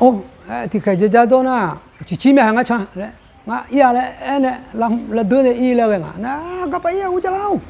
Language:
Akha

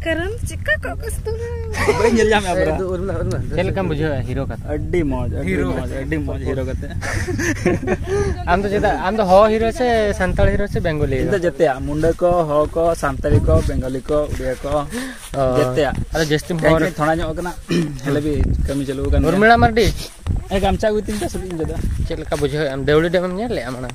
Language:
Santali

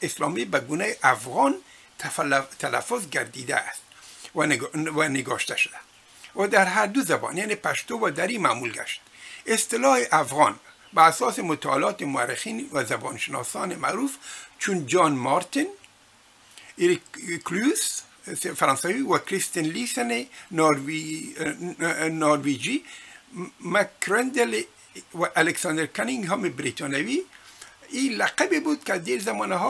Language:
Persian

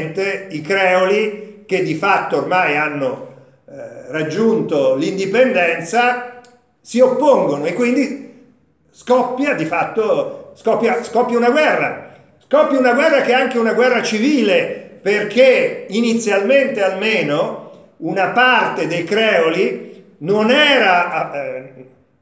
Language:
Italian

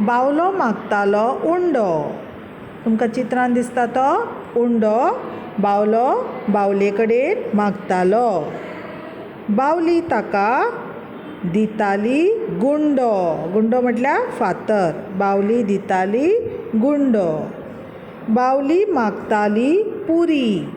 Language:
Konkani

